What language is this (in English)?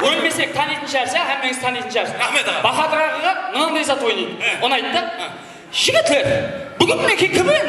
Kara-Kalpak